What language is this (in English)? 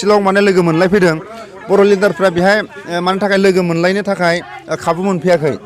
Bodo